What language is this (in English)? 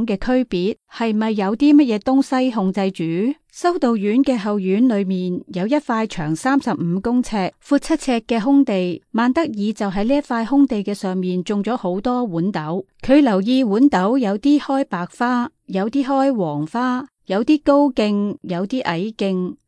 Cantonese